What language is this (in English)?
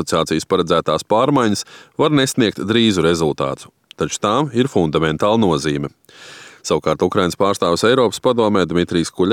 Latvian